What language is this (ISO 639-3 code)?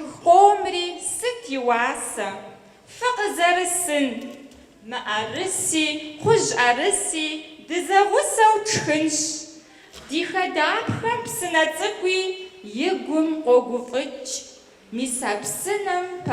kbd